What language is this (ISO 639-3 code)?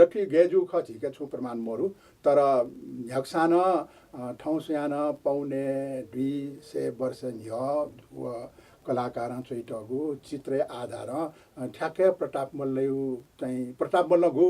new